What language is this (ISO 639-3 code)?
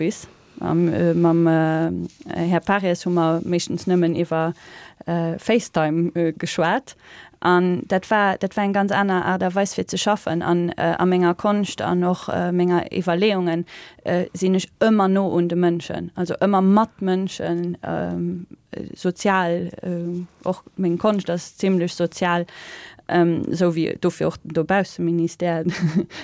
ltz